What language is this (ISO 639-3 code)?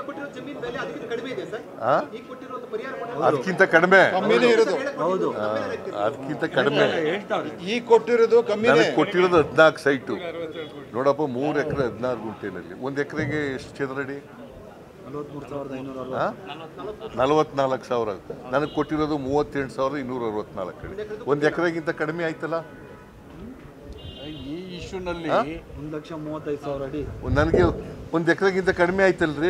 kan